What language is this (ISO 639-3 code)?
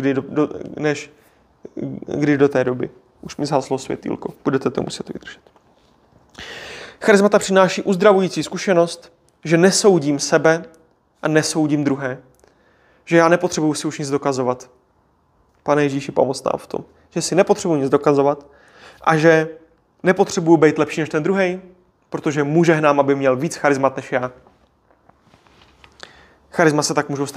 ces